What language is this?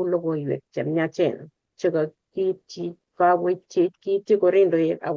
Kalenjin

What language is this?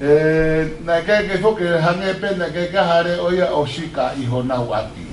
Tongan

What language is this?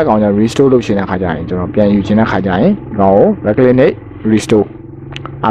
Burmese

